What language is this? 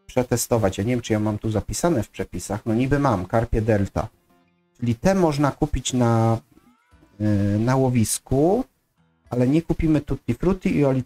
Polish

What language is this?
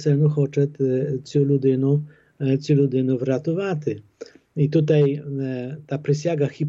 Polish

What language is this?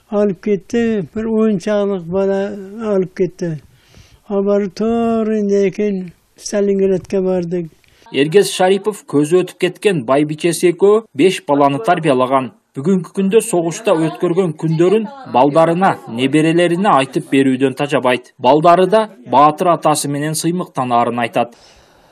Kyrgyz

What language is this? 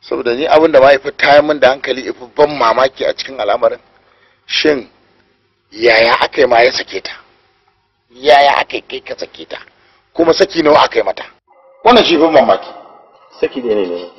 Hausa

